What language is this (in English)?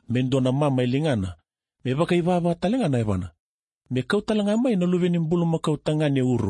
Fijian